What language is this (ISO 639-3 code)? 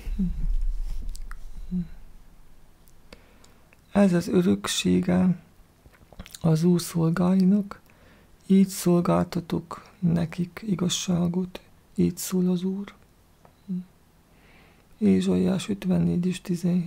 hun